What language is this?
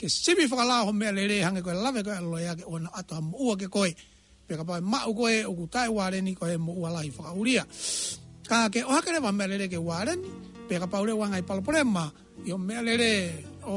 Tongan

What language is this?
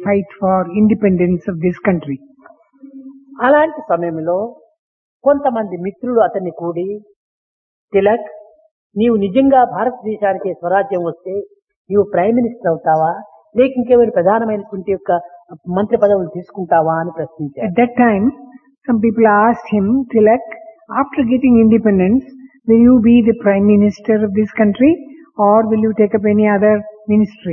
Telugu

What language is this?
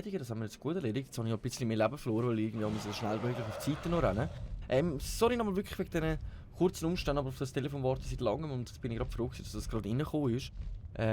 Swiss German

